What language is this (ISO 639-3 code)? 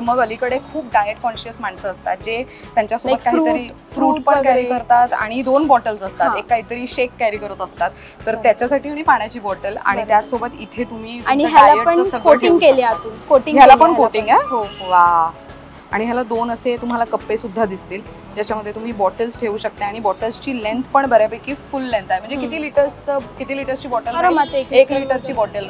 mar